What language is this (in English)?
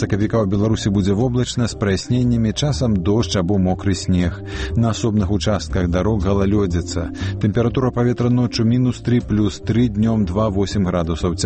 Belarusian